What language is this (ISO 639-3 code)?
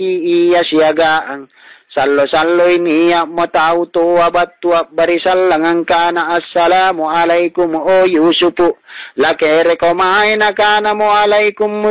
mak